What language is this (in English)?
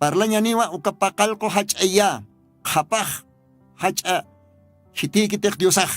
Aymara